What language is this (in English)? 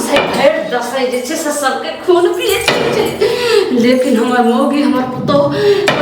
Maithili